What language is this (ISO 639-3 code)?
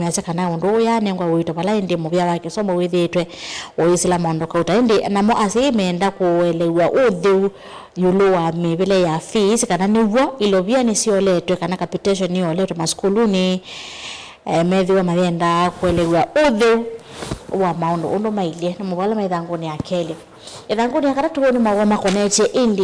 kam